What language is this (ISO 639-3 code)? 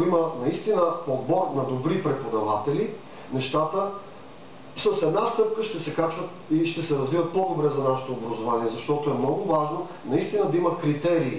bul